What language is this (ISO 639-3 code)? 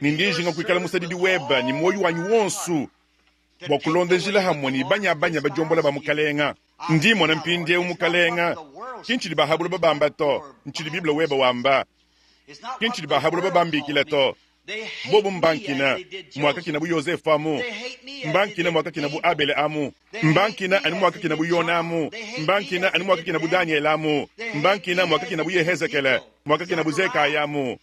lua